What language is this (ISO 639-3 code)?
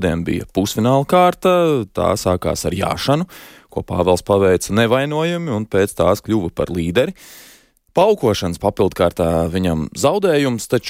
lav